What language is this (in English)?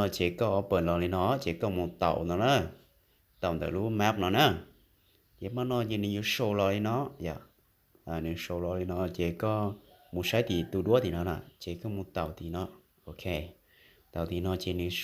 Hmong